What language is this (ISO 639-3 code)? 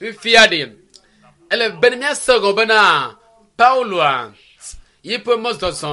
ewe